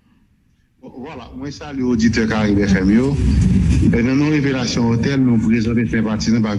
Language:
Haitian Creole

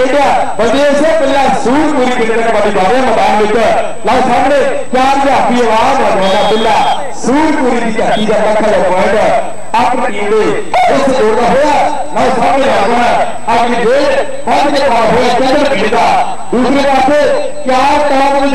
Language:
Punjabi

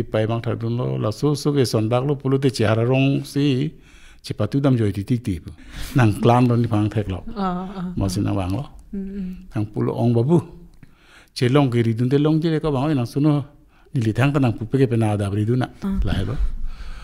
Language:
Karbi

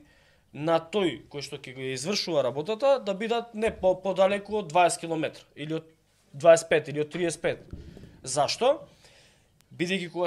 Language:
Macedonian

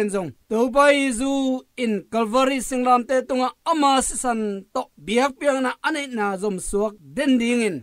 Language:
Tedim Chin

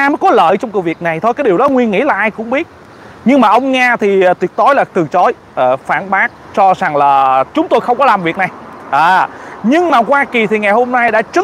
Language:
Vietnamese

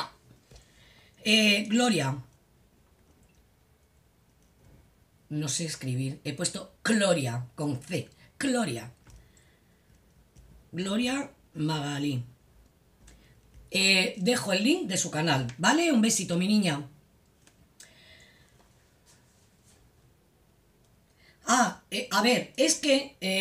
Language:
Spanish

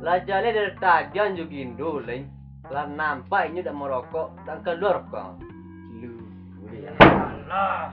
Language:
Minangkabau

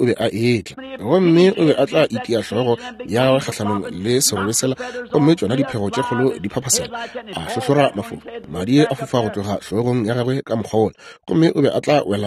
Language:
Northern Sotho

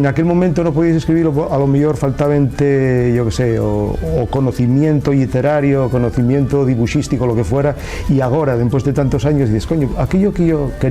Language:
Asturian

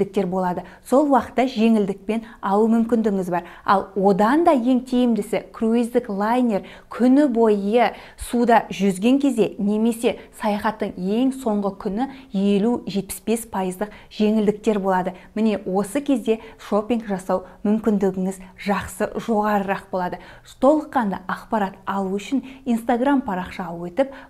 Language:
Kazakh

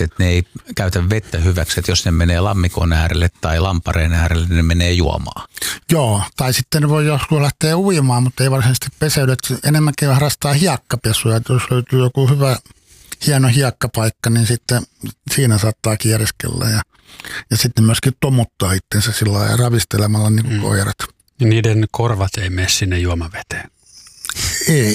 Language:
Finnish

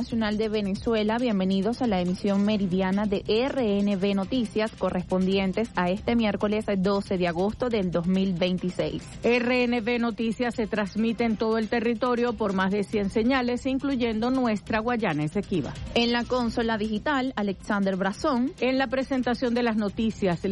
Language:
Spanish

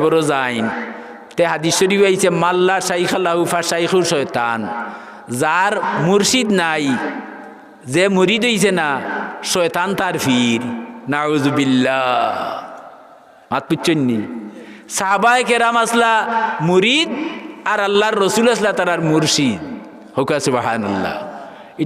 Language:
Sylheti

